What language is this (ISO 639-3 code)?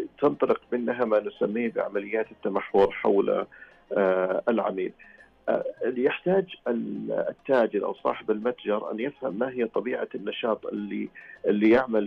ars